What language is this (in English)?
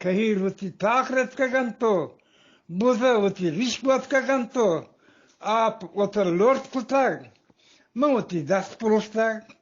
Eastern Balochi